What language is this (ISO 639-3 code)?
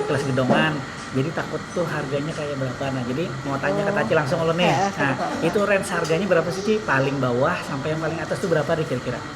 bjn